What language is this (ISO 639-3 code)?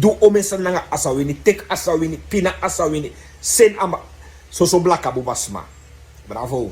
srn